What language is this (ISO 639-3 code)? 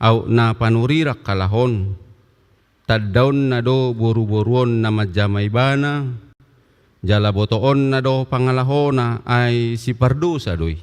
bbc